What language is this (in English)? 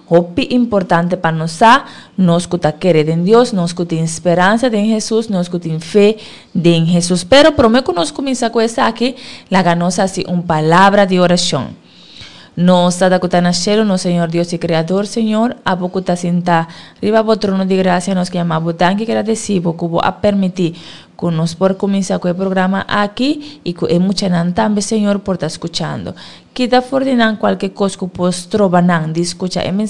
Papiamento